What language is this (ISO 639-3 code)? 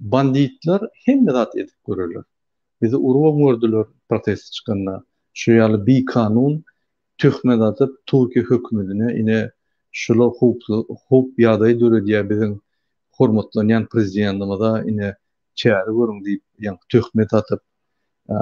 tuk